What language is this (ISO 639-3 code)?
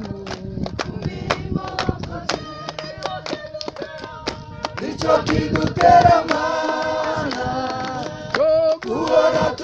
kin